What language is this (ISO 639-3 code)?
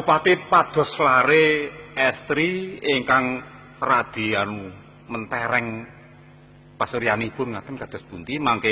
jav